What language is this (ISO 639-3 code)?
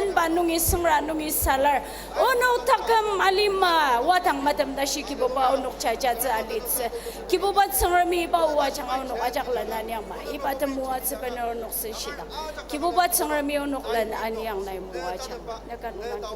njo